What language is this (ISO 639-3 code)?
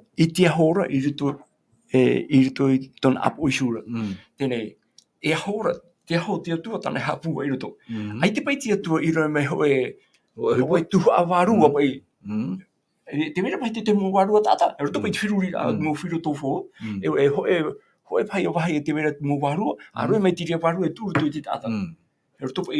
tah